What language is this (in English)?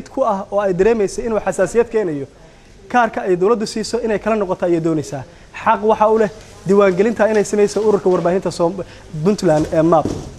Somali